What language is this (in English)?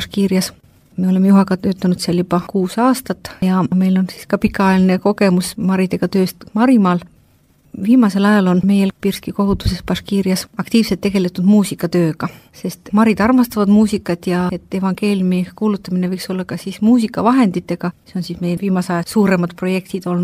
Estonian